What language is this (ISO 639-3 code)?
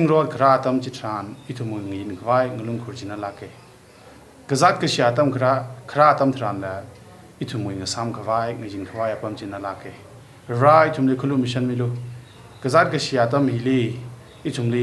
nmf